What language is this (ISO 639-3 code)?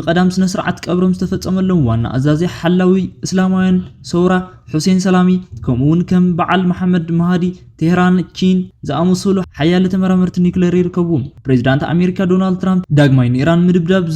tir